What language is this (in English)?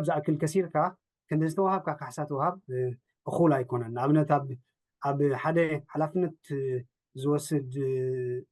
Tigrinya